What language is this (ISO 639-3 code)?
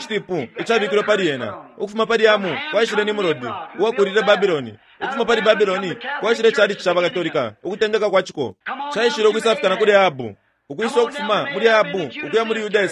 bem